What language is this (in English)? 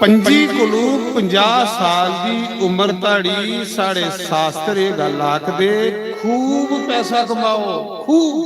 Dogri